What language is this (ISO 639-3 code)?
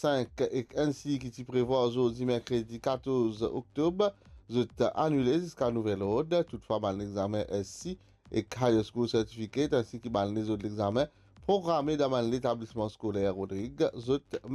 mfe